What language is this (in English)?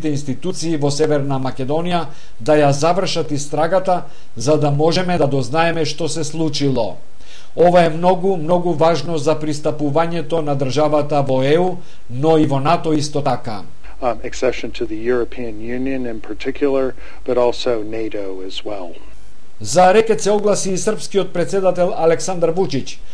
Macedonian